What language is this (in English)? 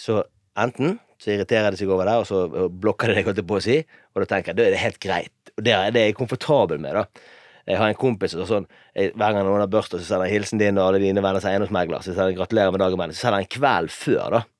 Norwegian